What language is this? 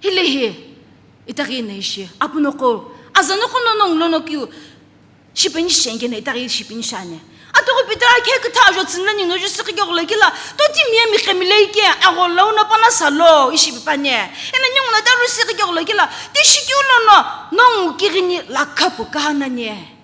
Sumi Naga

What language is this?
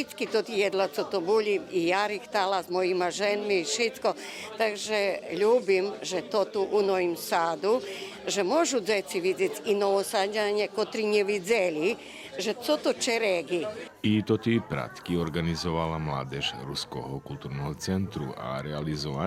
Rusyn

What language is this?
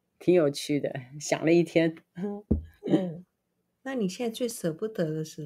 Chinese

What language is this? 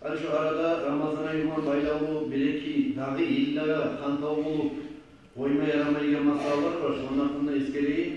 Kumyk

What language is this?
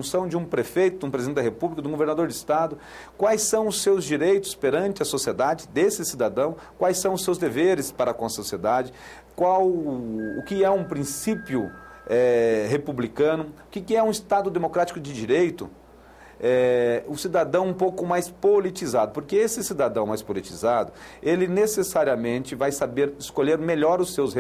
Portuguese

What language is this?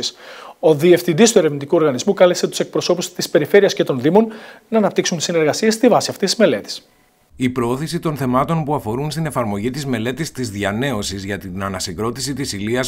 Greek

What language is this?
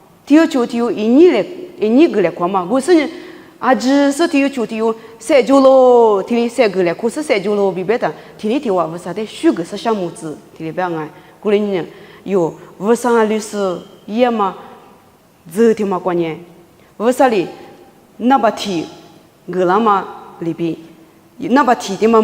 Lisu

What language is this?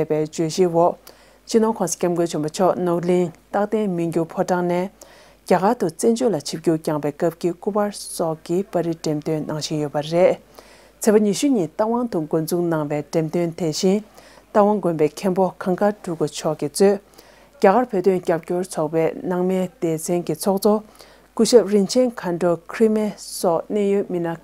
Tibetan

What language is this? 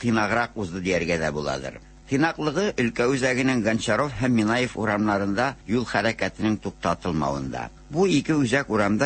Tatar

